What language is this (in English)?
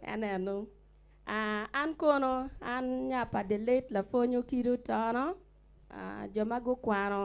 Acoli